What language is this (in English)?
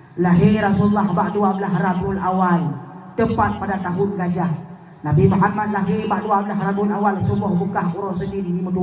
Achinese